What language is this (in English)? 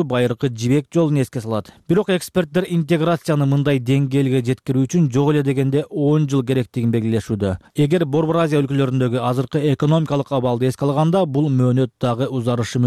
Kyrgyz